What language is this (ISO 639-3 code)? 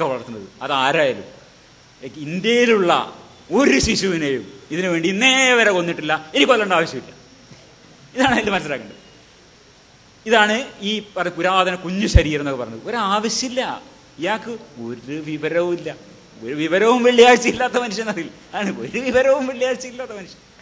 mal